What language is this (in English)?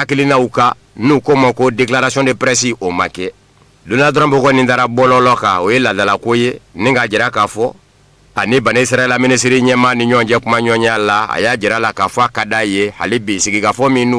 Bambara